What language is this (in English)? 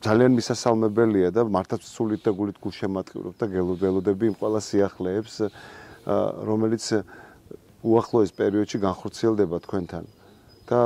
Georgian